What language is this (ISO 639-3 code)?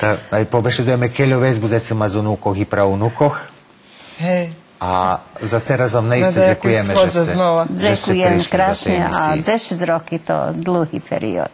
rue